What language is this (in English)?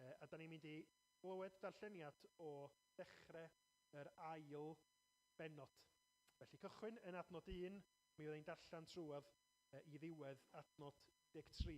Welsh